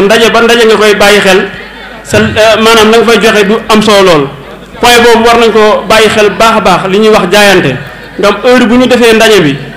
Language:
Wolof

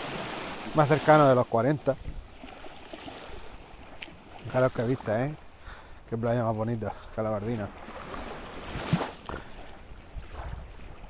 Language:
Spanish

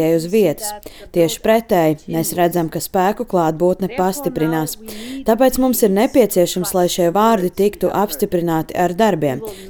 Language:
Latvian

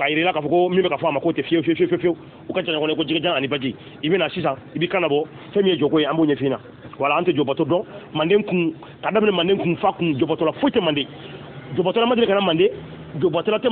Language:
Bambara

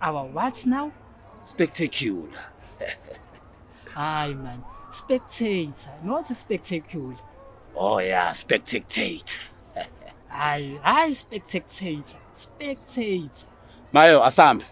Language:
Zulu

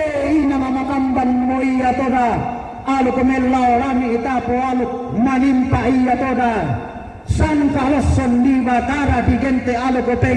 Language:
Toraja-Sa'dan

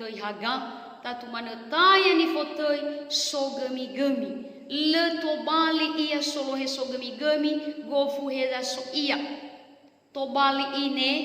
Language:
Nias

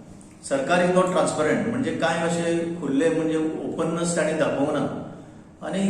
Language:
Konkani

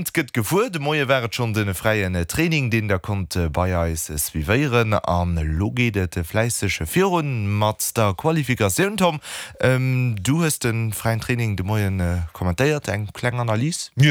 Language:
Luxembourgish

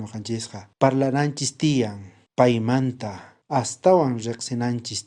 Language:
South Bolivian Quechua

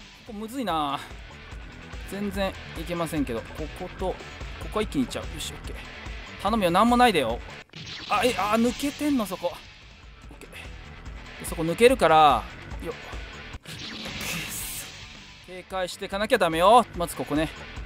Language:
Japanese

